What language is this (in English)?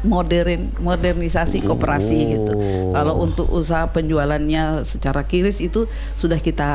Indonesian